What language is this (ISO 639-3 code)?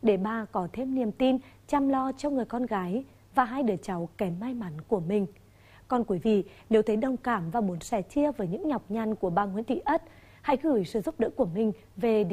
vie